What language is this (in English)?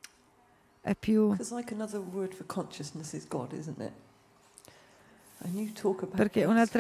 Italian